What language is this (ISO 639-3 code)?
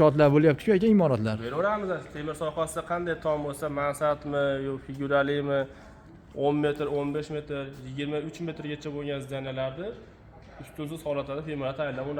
uzb